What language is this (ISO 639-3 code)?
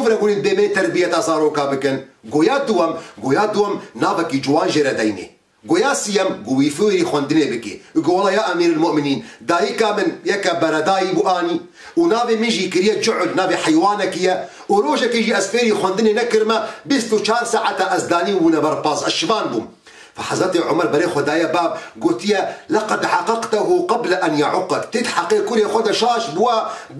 kur